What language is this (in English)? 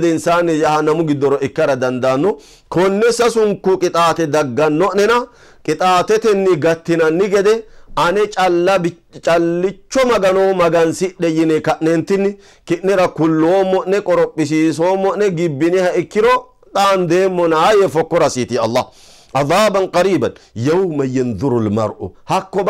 Sidamo